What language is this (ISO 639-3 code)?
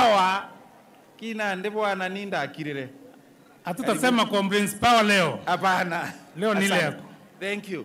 mer